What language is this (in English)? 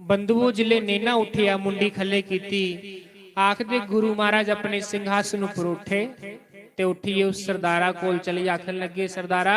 Dogri